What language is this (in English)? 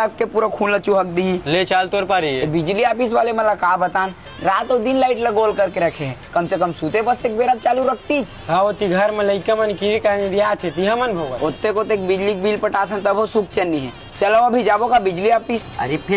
Chhattisgarhi